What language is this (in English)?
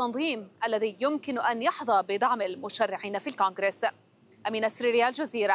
Arabic